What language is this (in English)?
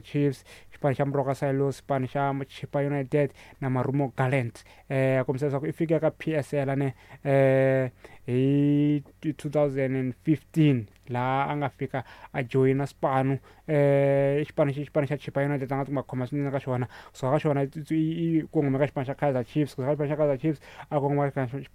Tsonga